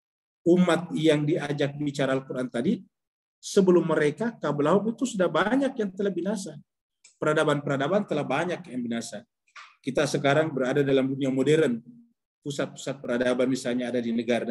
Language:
Indonesian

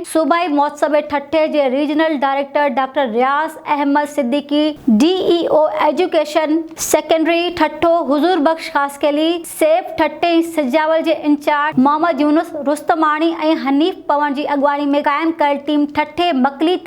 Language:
Sindhi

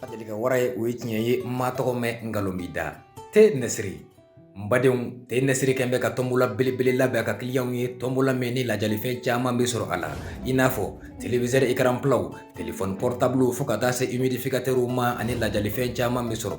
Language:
Bambara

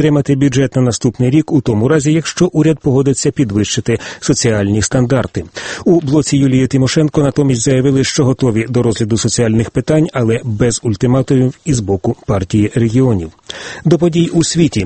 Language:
Ukrainian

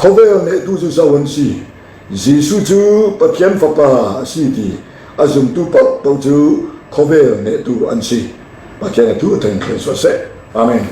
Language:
Falam Chin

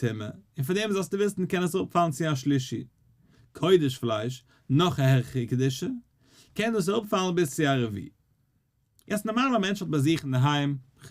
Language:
Yiddish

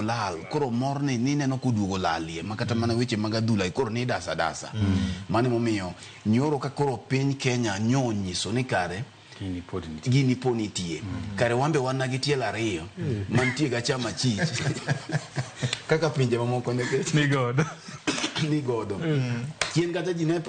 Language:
Luo (Kenya and Tanzania)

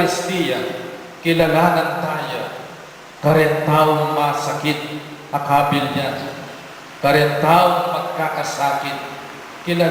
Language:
Pampanga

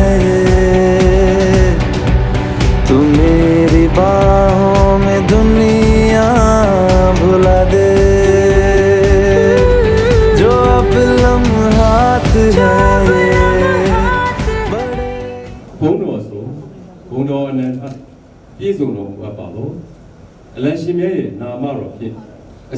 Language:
Hindi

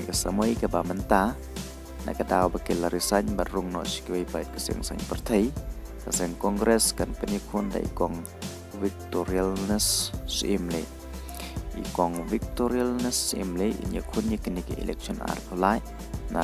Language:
Khasi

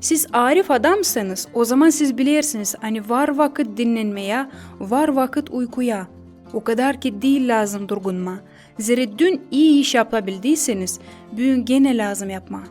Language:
Gagauz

